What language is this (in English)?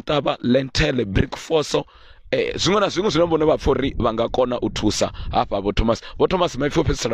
Venda